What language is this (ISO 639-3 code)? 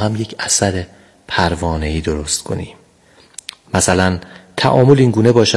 fas